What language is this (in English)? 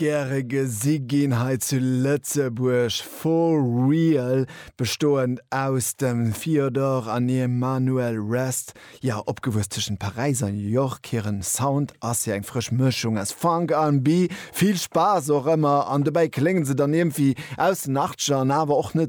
Luxembourgish